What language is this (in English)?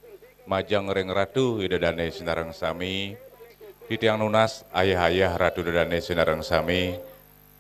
Balinese